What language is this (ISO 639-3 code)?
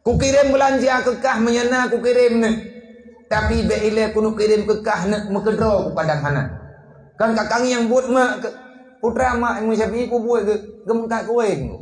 ace